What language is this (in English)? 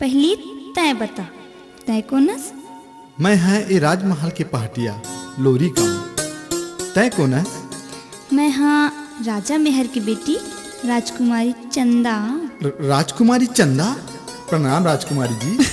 Chhattisgarhi